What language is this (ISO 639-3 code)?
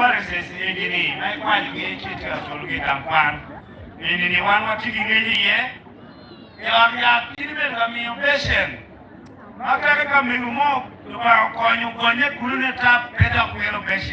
ach